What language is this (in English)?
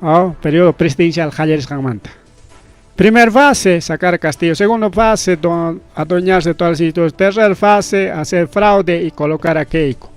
Ayacucho Quechua